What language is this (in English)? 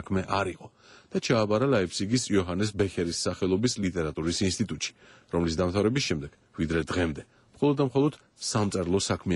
Georgian